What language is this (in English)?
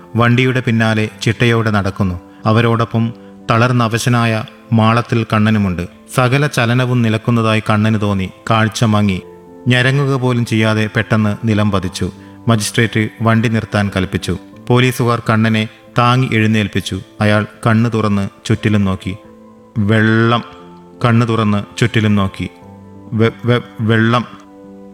Malayalam